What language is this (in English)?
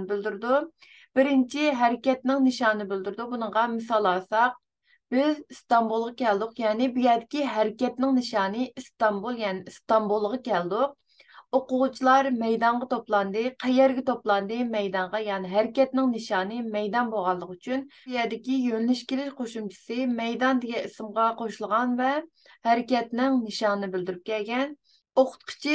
Uyghur